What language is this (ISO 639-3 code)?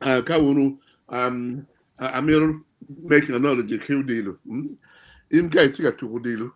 ach